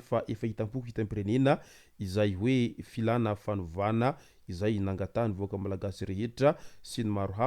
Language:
Malagasy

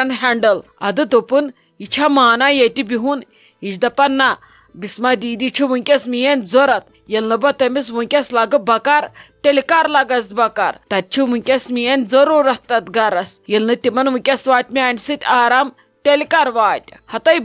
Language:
Kashmiri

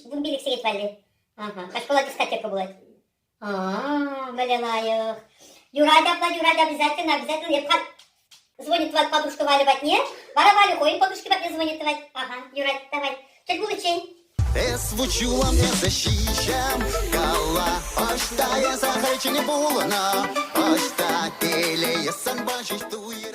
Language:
Chuvash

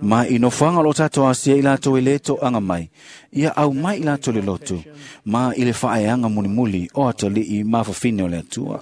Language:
Samoan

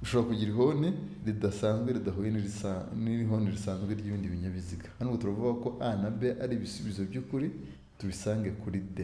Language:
Kinyarwanda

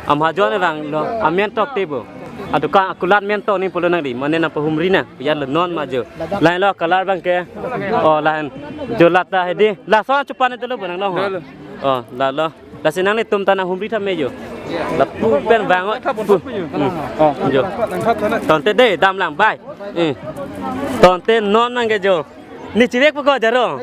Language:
Karbi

